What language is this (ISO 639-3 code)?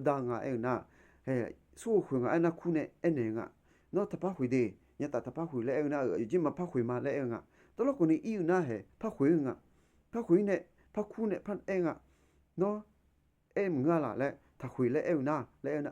ahk